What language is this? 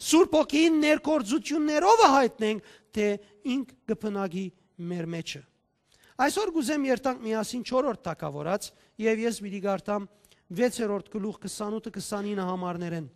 Western Armenian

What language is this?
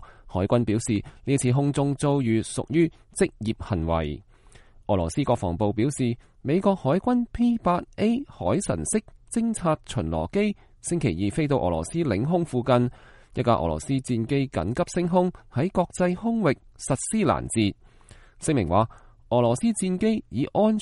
Cantonese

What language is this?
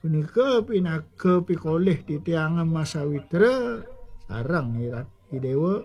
Balinese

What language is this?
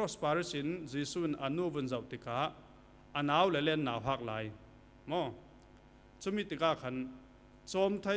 Falam Chin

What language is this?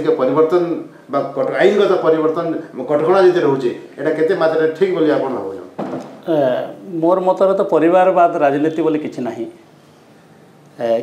Odia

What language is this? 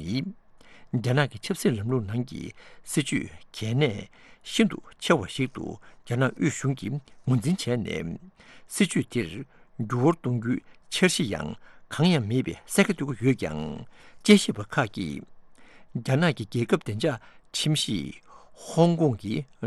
Tibetan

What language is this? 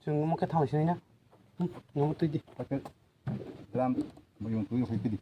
Kok Borok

